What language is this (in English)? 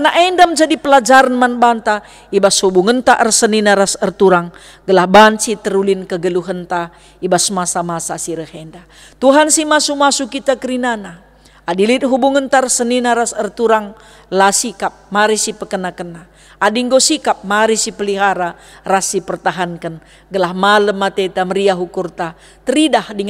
Batak Karo